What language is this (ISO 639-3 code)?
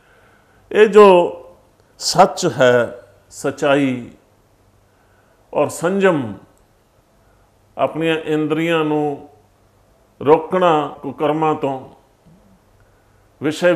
pan